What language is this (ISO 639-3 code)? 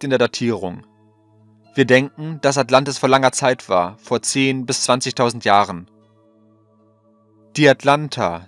deu